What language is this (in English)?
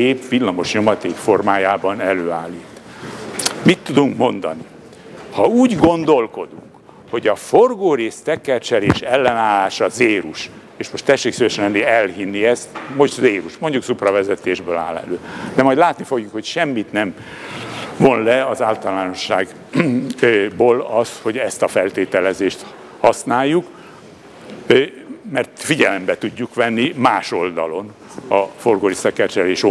Hungarian